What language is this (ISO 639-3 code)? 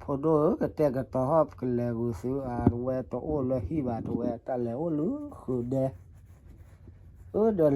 ksw